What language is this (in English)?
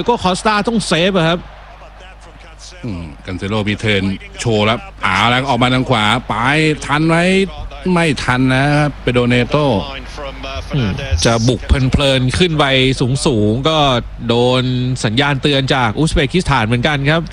Thai